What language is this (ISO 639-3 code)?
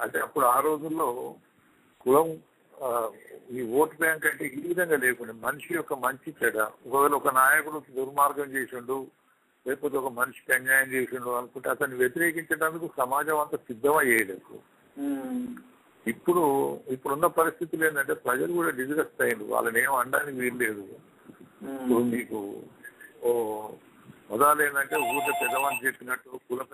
tel